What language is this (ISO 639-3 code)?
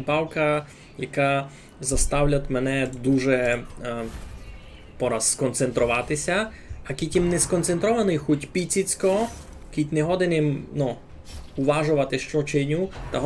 rue